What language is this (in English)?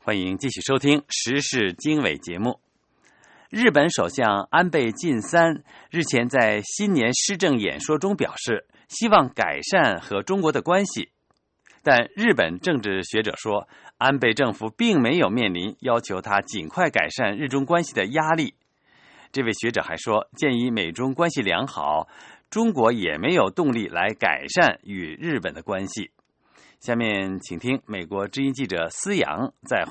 Chinese